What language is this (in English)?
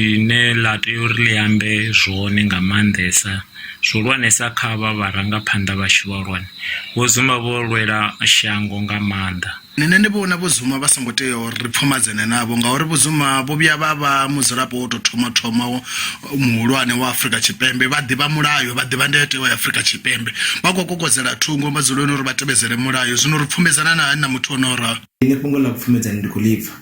Venda